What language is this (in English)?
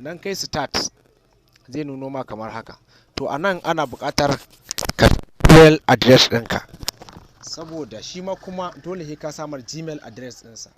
Hausa